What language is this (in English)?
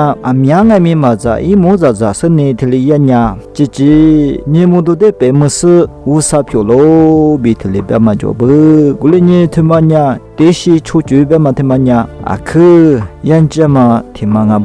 Lisu